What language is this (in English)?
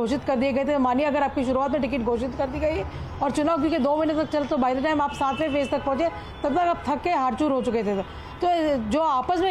Hindi